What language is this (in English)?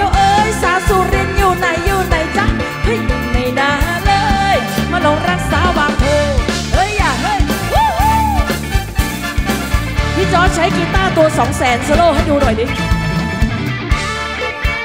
Thai